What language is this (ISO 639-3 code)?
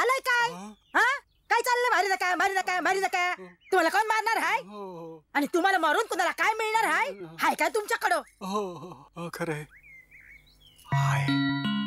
mar